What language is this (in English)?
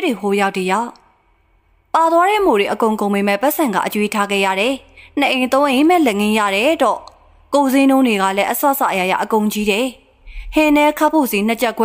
Burmese